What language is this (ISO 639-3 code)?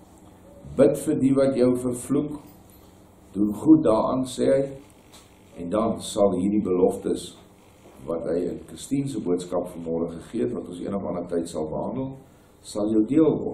afr